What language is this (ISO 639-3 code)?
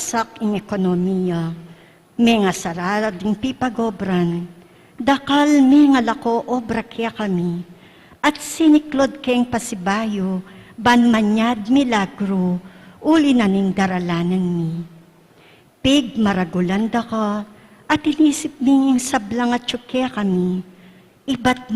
pam